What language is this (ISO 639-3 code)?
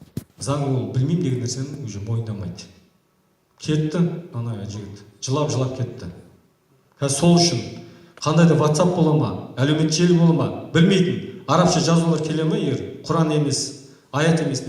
kaz